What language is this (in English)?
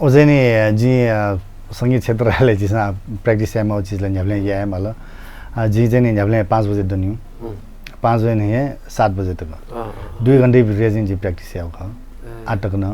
Newari